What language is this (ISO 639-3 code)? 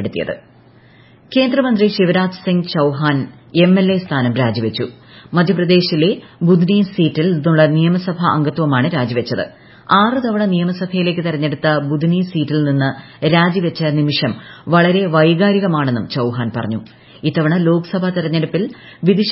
mal